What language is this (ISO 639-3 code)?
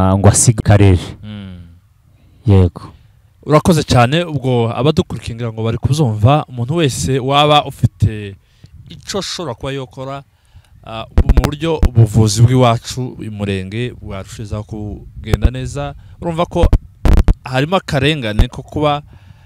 kin